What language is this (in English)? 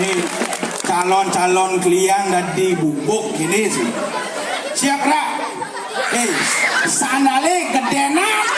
Balinese